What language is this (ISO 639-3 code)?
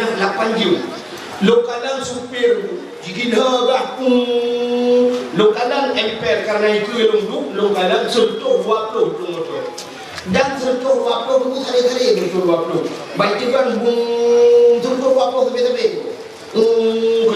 ace